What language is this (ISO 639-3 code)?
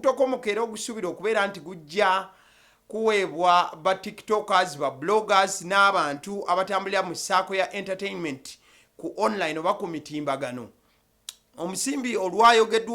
lug